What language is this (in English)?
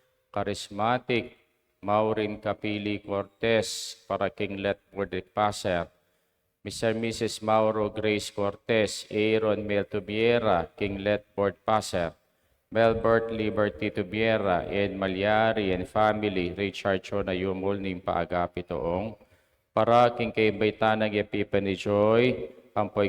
Pampanga